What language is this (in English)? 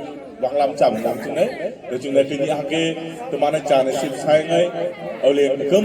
Naga Pidgin